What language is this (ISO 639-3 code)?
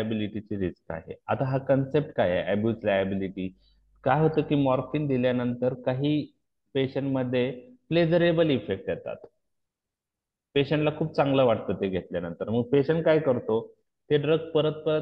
mar